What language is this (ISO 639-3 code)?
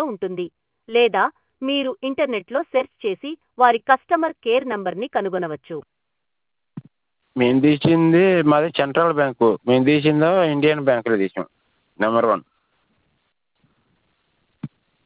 tel